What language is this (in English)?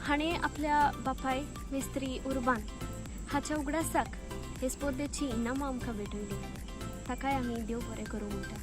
Konkani